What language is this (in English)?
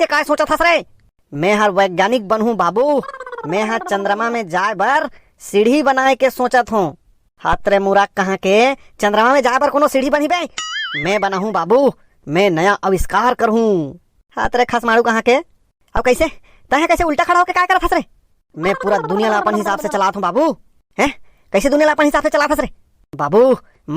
Chhattisgarhi